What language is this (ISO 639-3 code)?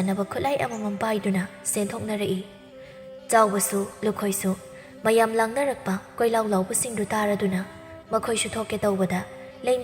mni